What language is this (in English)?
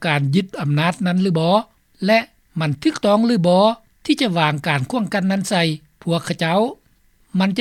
Lao